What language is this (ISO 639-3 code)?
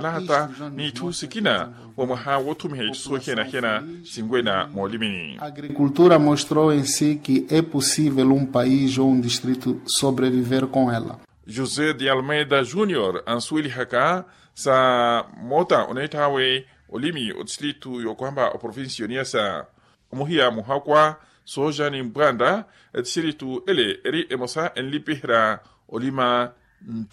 vmw